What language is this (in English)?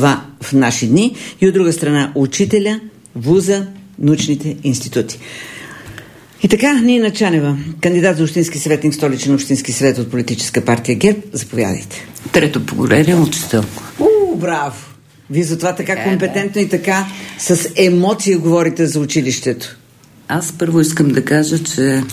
Bulgarian